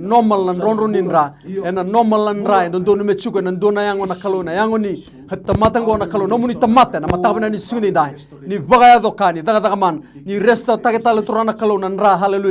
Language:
Fijian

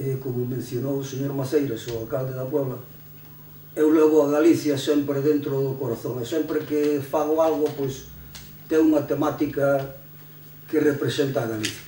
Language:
Galician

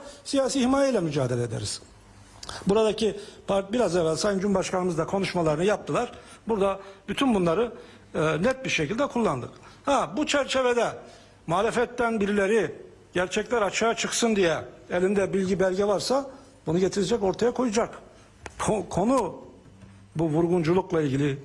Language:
Turkish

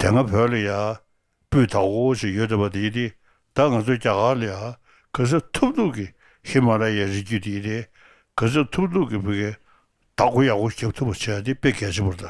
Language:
Tibetan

